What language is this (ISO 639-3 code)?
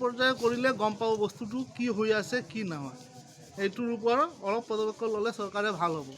asm